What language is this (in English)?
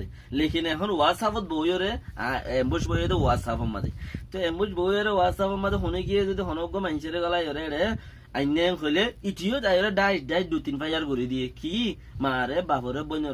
Rohingya